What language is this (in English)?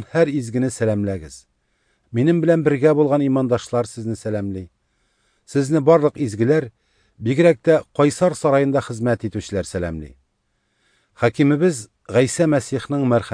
Tatar